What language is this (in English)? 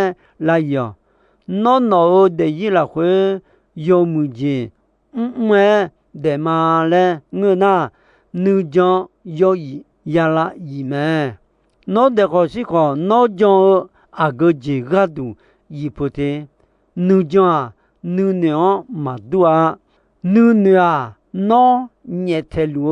Akha